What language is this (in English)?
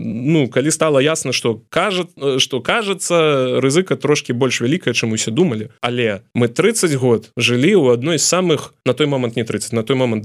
Belarusian